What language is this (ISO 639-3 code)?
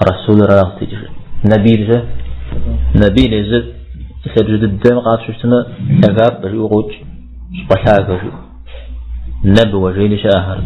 kbd